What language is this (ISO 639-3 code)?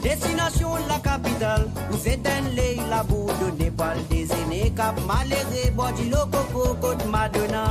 mfe